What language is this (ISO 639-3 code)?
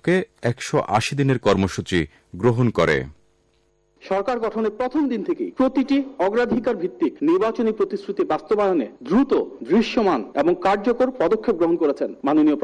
ben